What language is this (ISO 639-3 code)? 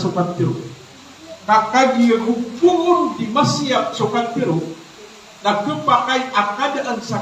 mrw